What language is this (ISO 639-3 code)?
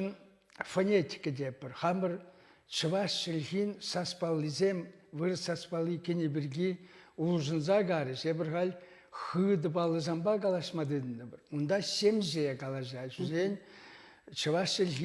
chv